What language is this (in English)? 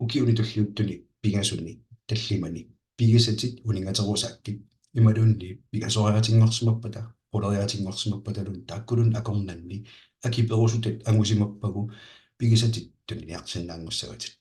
Kalaallisut